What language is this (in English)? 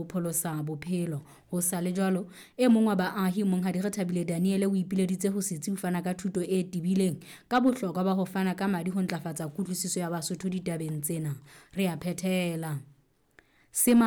Southern Sotho